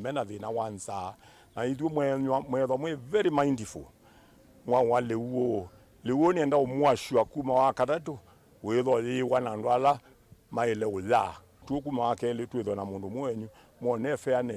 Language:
Kamba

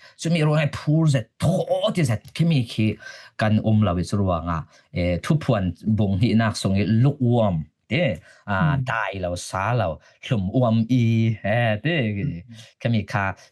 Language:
Falam Chin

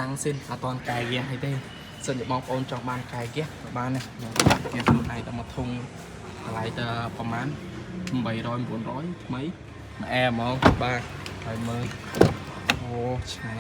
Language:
Khmer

